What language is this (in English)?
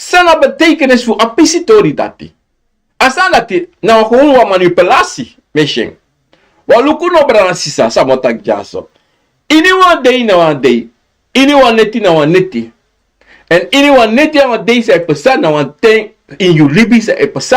Sranan Tongo